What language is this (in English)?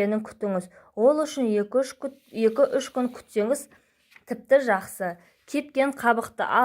Kazakh